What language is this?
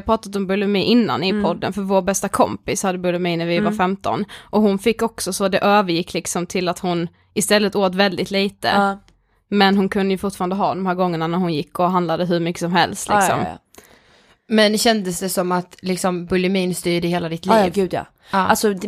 Swedish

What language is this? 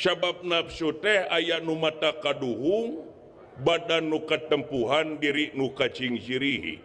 Sundanese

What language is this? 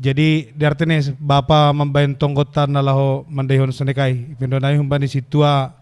Batak Simalungun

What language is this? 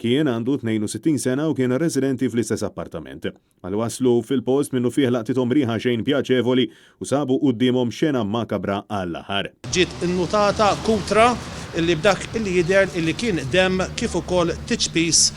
Maltese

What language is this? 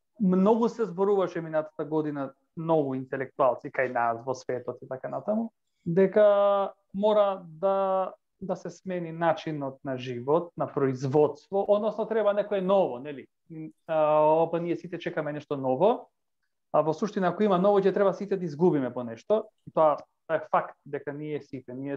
Macedonian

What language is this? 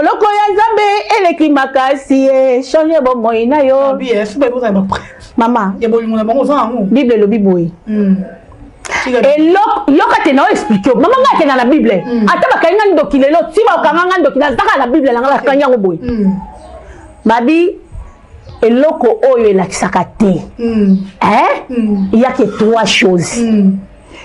Lingala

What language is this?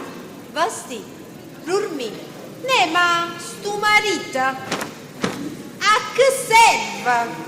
Neapolitan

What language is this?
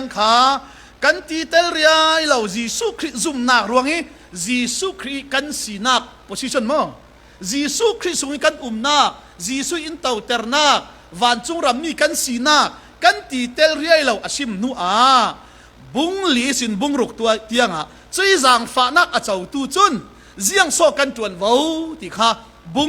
Falam Chin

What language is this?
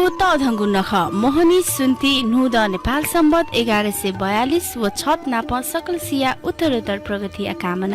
Newari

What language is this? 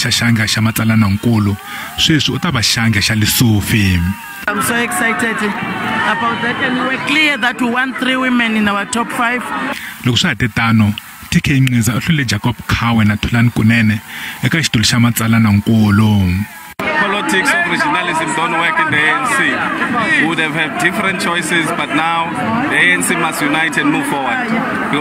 Tsonga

